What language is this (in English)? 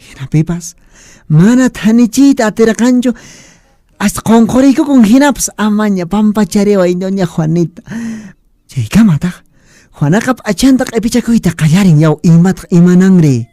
Quechua